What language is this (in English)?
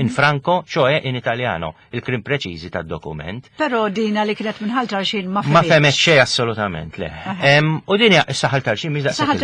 Maltese